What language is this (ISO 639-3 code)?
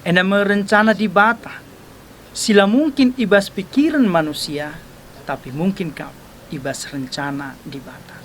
btx